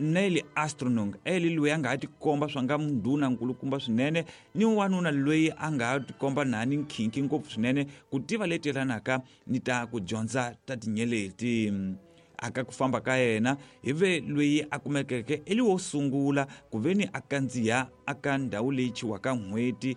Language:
Tsonga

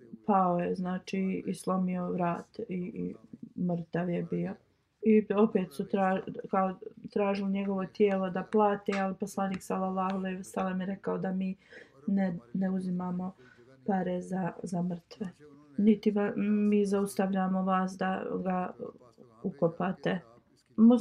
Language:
Bosnian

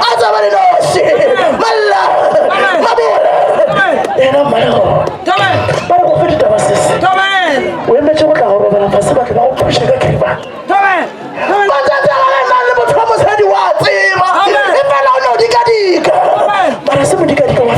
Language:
Northern Sotho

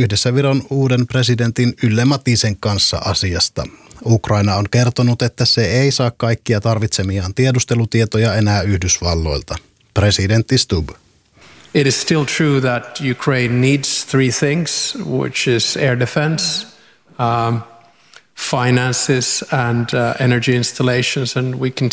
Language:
Finnish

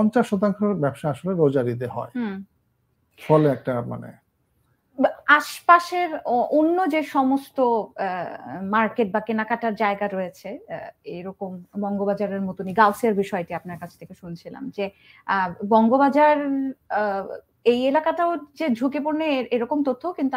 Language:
Bangla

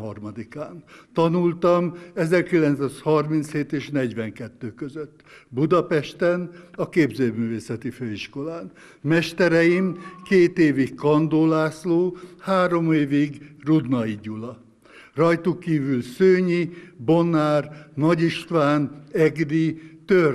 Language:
Hungarian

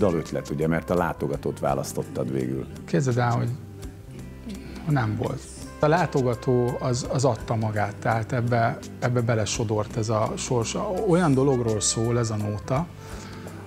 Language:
Hungarian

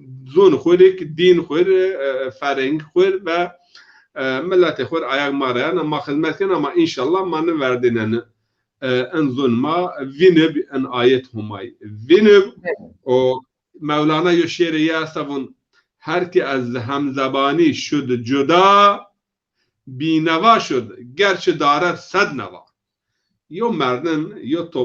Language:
Zaza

